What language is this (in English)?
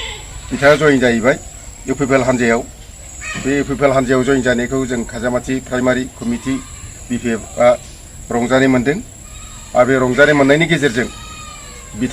Bodo